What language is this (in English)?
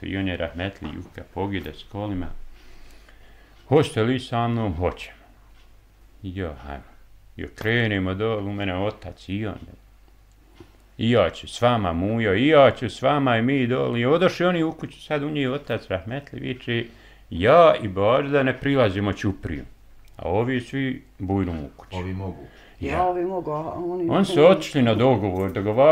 Bosnian